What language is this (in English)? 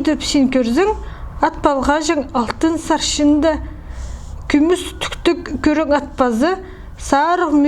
Khakas